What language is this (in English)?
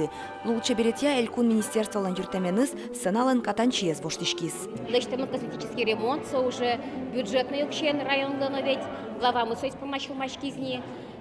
Udmurt